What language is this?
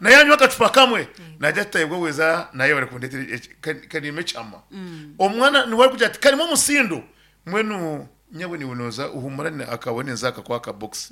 Nyankole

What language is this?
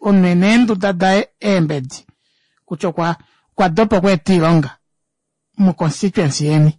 Kuanyama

